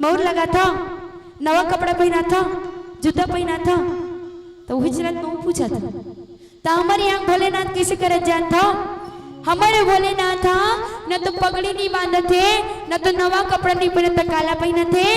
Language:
Chhattisgarhi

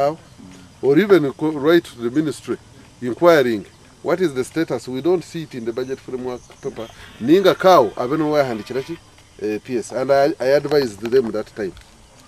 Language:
Nyankole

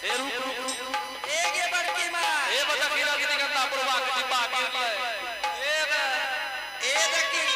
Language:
Angika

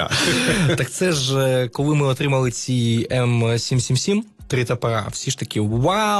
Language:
Ukrainian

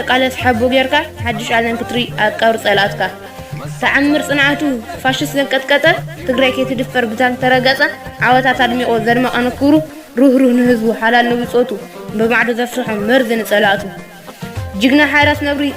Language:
Tigrinya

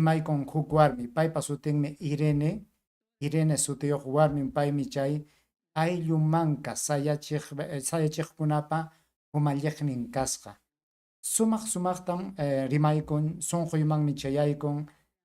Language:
Ayacucho Quechua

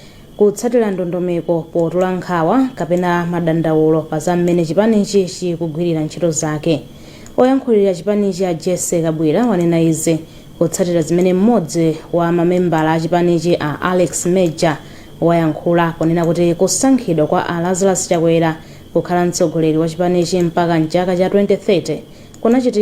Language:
Nyanja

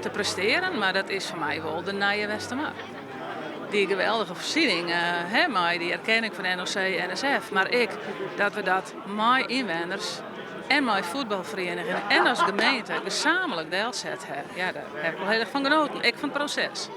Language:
Western Frisian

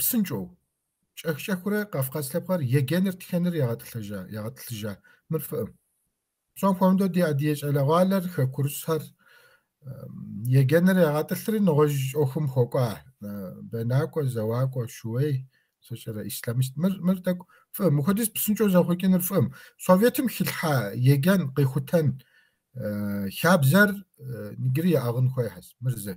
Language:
Kabardian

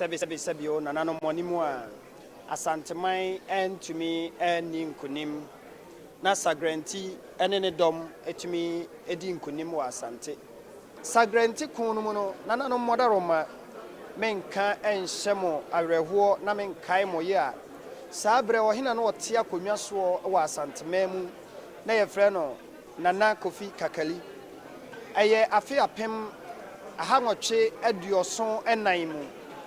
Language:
Akan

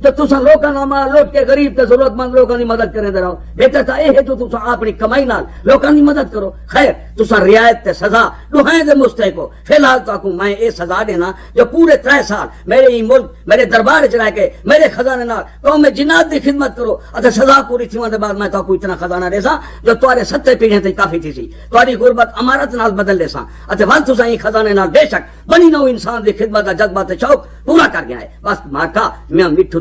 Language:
Saraiki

